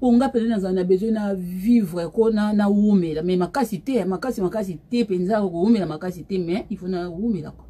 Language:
Lingala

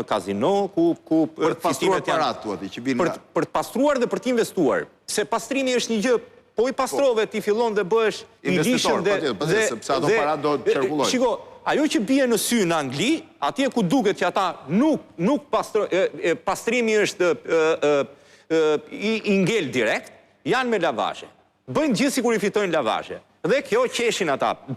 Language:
Albanian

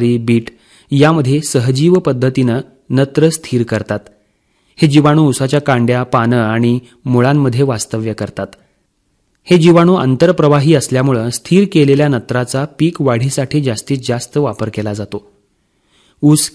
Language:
Marathi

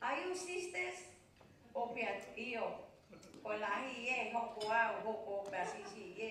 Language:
Tongan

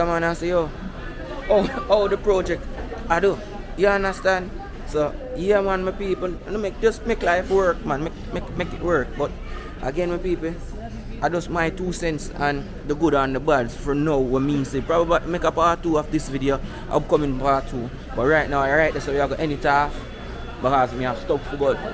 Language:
Jamaican Creole English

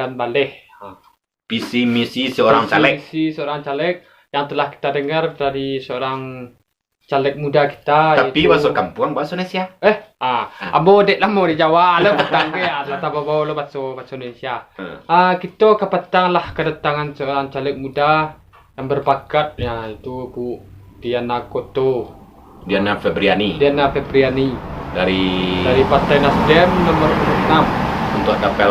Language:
Minangkabau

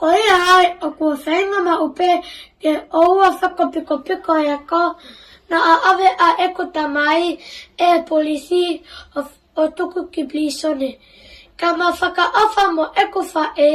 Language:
Tongan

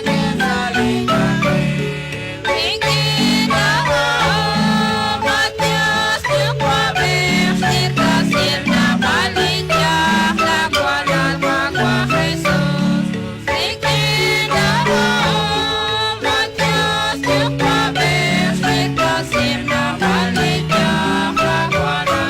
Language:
Kekchí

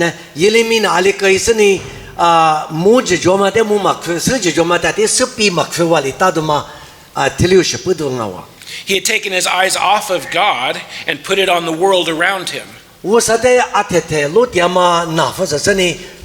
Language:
Lisu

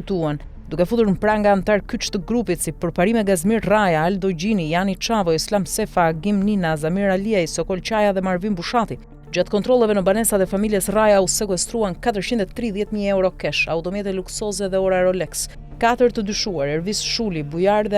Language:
Albanian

